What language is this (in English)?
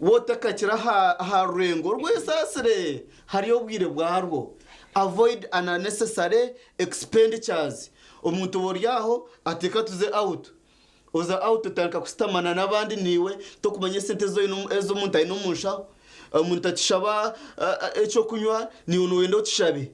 Nyankole